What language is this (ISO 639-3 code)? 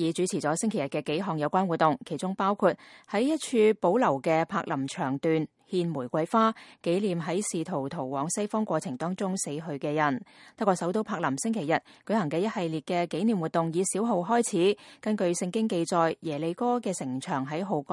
yue